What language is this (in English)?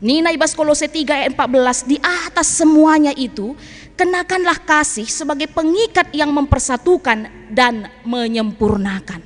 Batak Karo